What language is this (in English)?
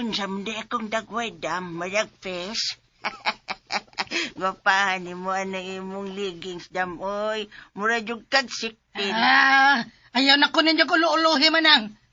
Cebuano